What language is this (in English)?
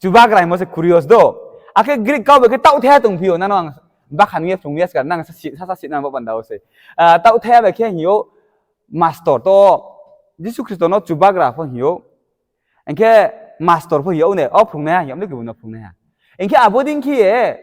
Riang (India)